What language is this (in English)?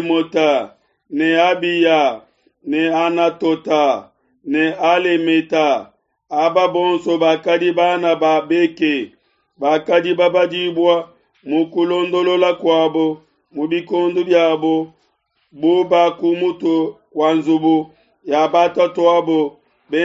Luba-Lulua